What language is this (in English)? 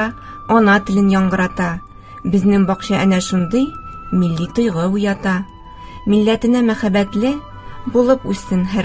Tatar